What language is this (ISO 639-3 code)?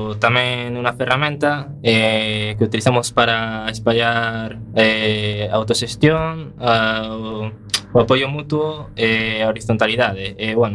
glg